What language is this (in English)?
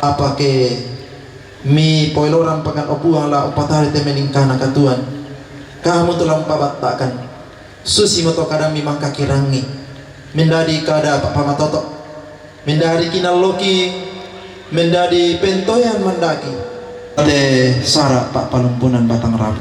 Toraja-Sa'dan